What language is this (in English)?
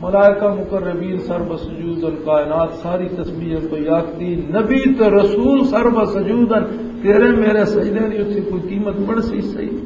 Western Panjabi